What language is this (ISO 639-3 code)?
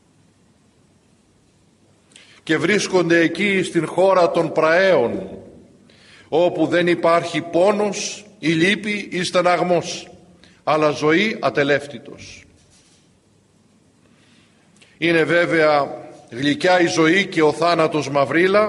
ell